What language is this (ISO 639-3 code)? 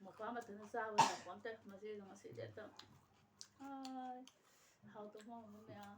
mni